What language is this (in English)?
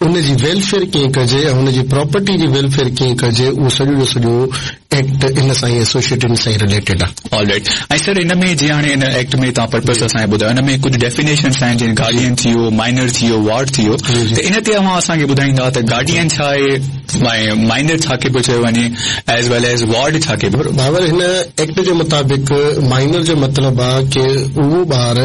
Sindhi